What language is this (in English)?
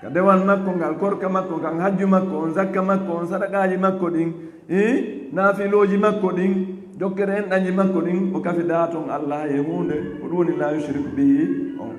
Fula